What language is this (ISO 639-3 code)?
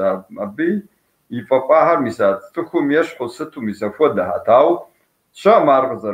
kbd